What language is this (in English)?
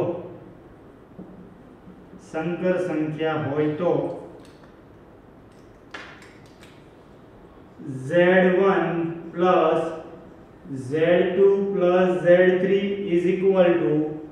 Gujarati